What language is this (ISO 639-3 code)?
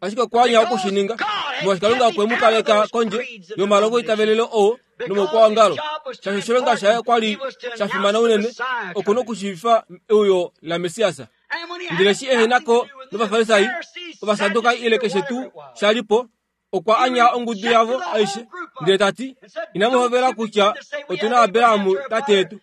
kua